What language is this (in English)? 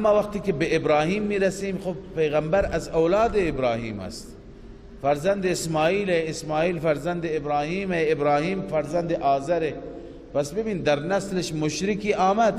Persian